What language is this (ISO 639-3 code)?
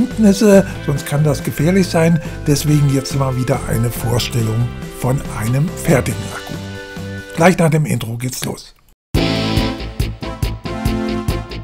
deu